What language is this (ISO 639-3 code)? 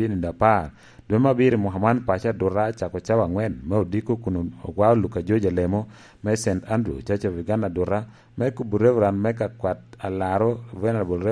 laj